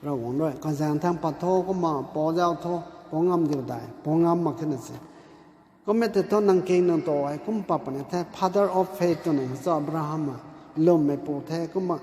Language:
Rongmei Naga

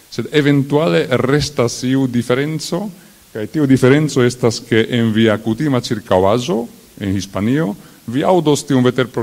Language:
Esperanto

